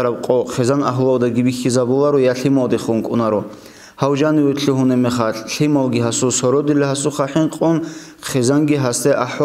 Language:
Avaric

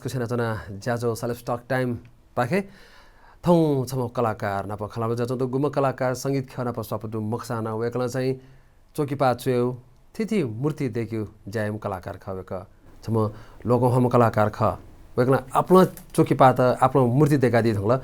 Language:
Newari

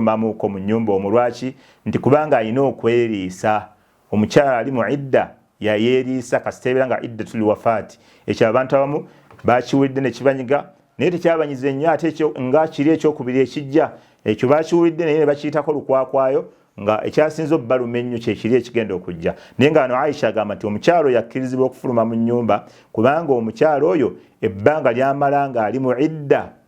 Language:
Ganda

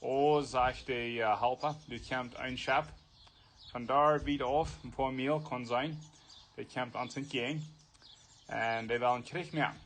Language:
Plautdietsch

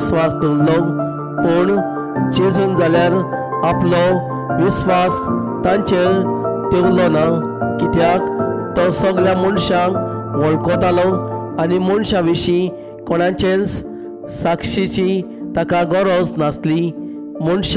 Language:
Konkani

